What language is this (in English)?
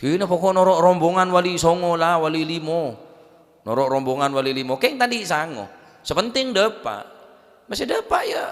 Madurese